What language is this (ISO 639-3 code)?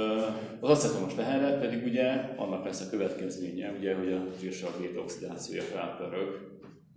hun